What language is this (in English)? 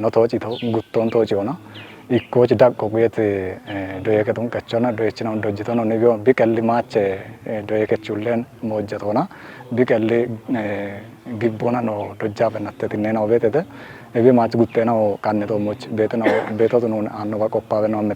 Kafa